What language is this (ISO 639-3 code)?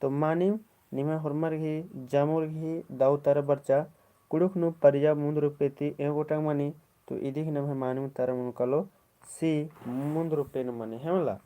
kru